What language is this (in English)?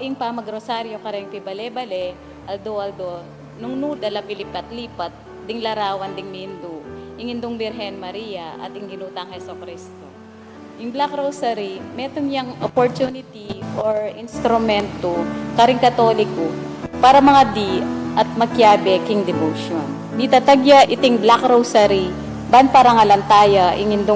Pampanga